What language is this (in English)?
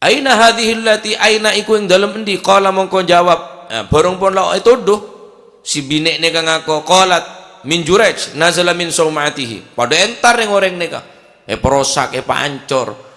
Madurese